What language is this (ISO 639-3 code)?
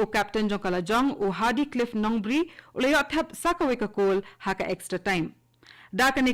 kha